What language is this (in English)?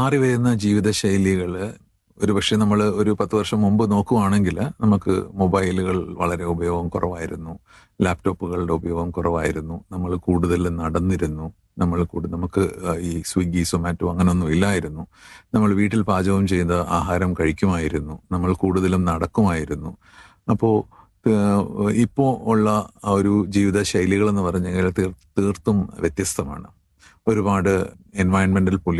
Malayalam